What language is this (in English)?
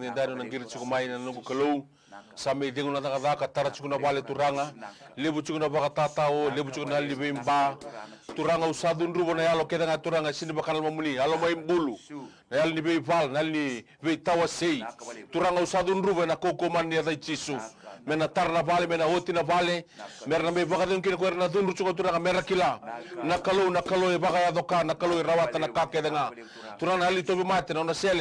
Fijian